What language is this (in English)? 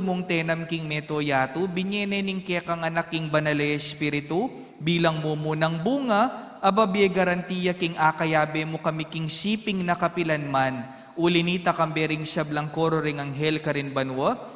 Pampanga